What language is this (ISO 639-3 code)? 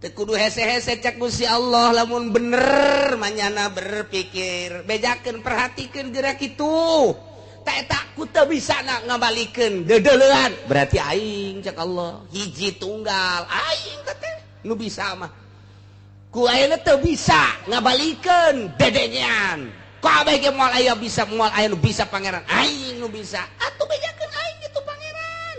sun